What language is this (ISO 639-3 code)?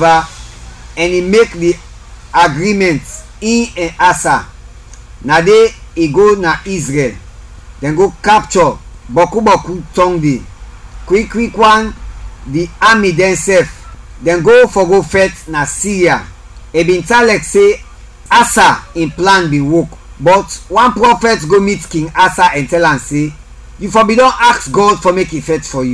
kri